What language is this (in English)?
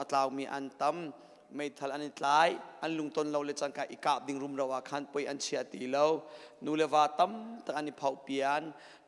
Hakha Chin